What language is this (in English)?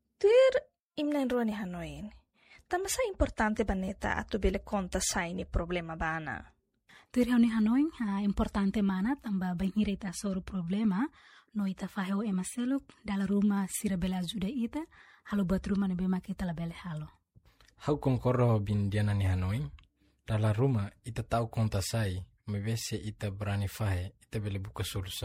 Tetum